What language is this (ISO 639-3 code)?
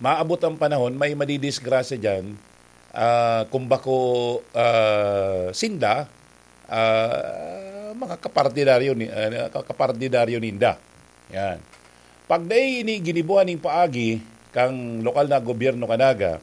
bik